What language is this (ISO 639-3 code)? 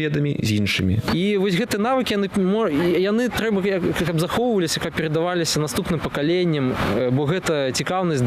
bel